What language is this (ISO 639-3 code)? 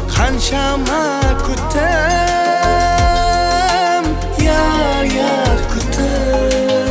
kaa